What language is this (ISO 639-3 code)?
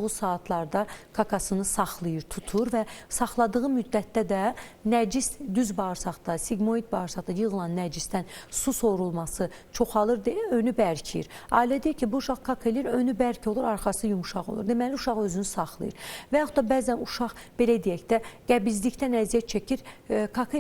aze